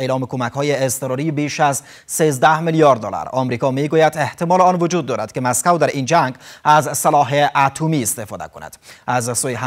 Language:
Persian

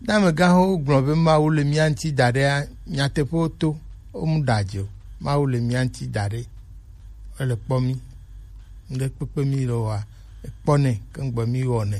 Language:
Gen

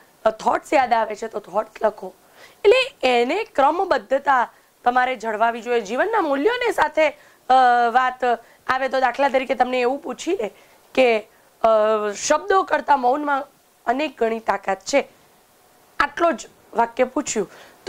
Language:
Gujarati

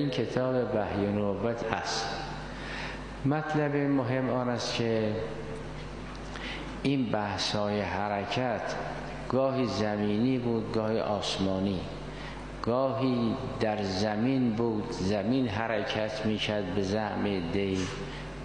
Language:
Persian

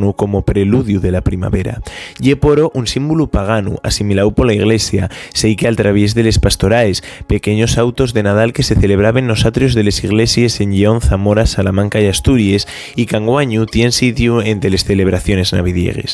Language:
Asturian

